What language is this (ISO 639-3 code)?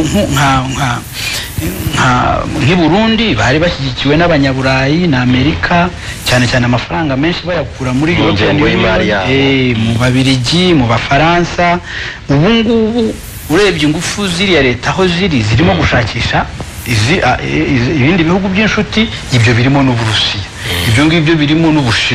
kin